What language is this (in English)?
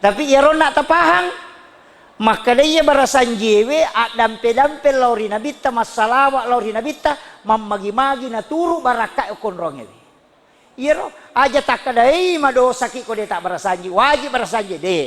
Buginese